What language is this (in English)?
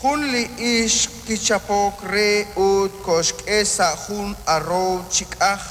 Kekchí